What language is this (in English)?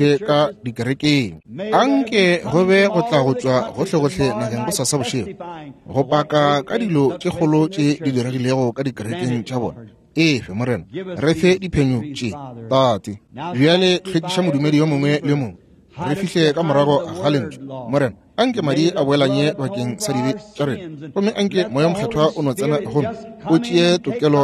Northern Sotho